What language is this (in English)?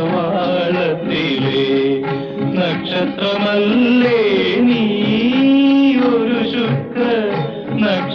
Malayalam